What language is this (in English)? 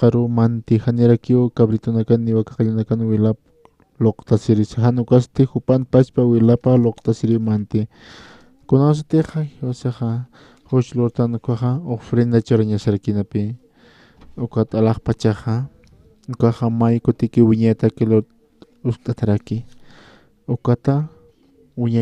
Aymara